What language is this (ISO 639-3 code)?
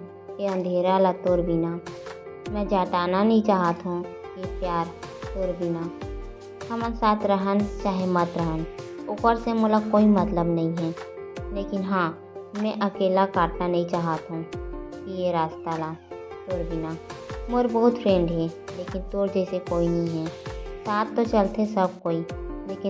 hne